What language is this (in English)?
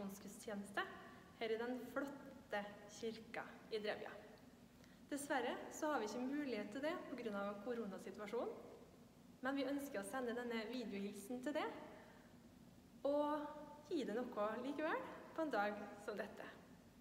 Norwegian